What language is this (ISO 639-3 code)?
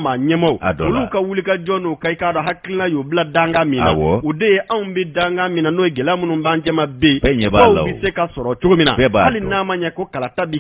bam